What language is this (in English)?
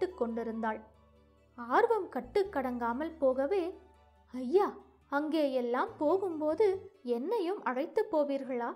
Tamil